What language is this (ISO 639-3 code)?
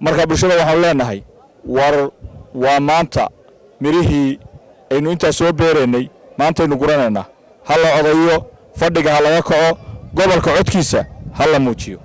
som